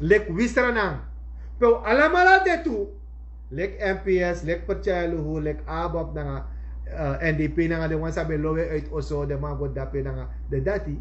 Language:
Sranan Tongo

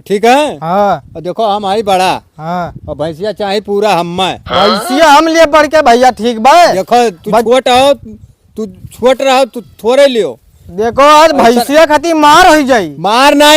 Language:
Awadhi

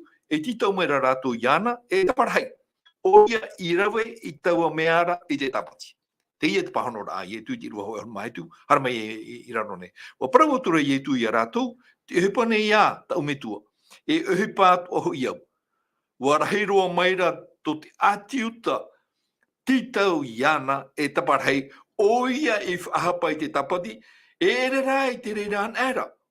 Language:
Tahitian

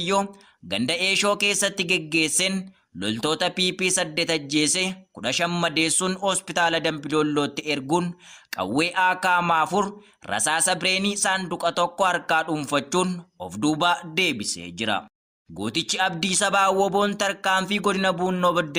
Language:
Oromo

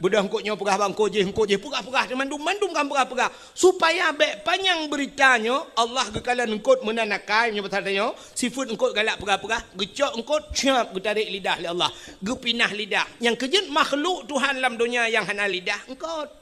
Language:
Achinese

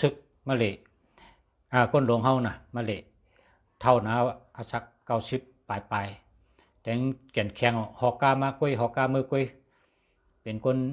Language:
Shan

